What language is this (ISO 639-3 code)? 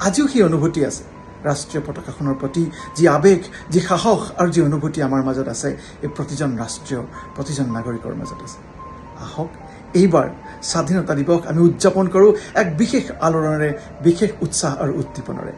asm